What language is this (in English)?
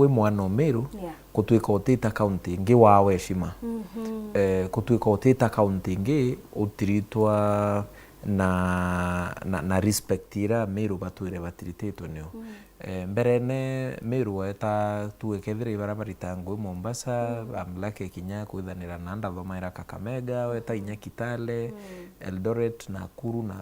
Meru